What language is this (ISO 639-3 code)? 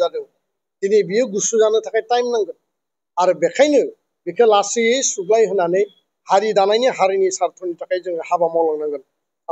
brx